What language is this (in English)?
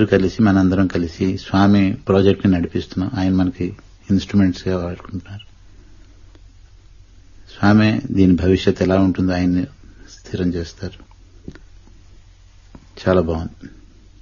Telugu